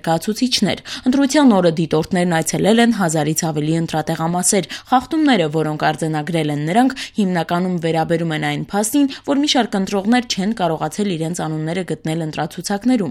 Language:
Armenian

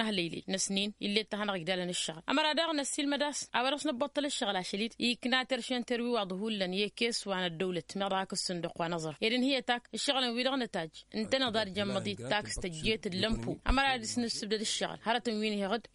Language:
Tamasheq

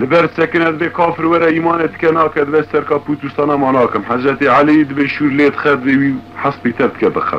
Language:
Kurdish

